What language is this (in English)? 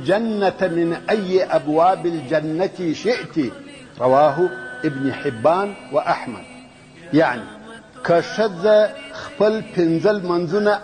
Pashto